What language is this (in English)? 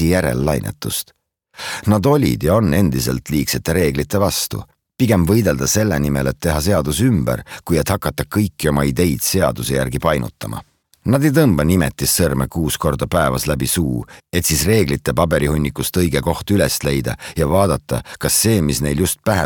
Estonian